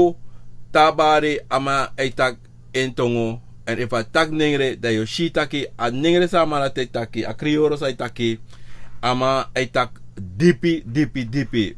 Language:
Sranan Tongo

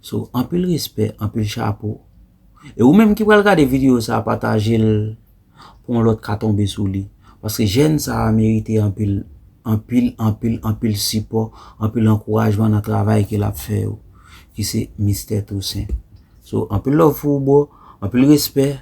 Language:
Haitian Creole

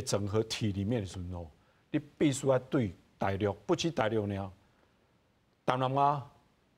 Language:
Min Nan Chinese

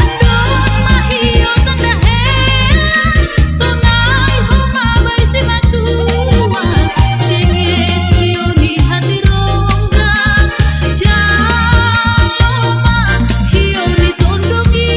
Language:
Batak Simalungun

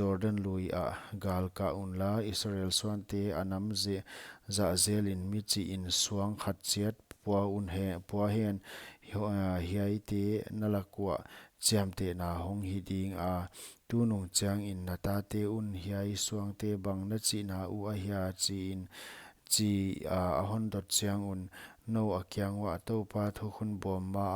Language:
Paite Chin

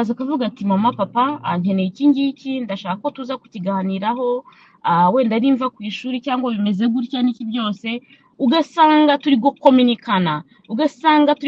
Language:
Kinyarwanda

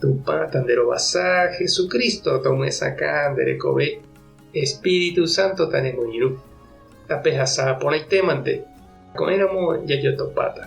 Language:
Guarani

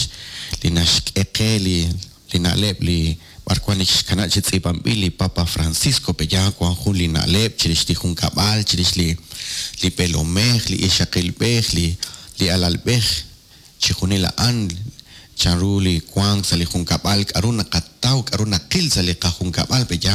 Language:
Kekchí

